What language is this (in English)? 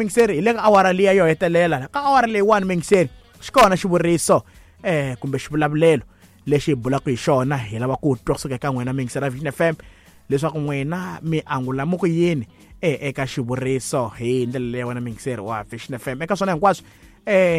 Tsonga